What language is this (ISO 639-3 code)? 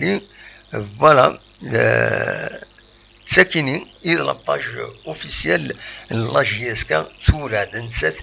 kab